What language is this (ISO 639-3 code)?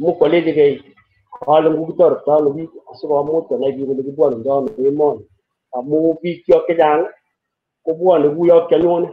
kln